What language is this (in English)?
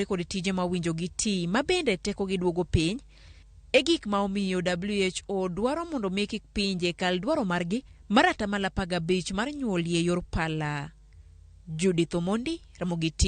Luo (Kenya and Tanzania)